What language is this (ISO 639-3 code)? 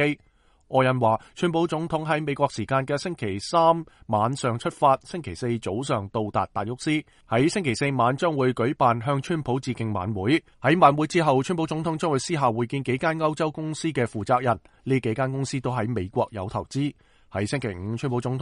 yue